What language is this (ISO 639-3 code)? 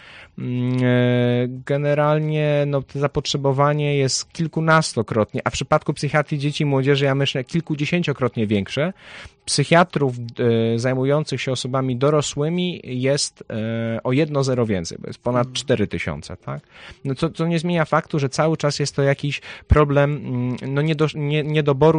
pol